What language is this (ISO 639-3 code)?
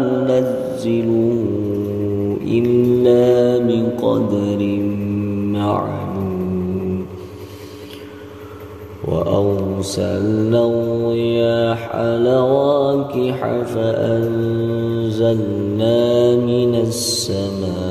ara